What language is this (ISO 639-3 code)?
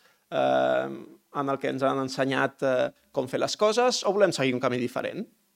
cat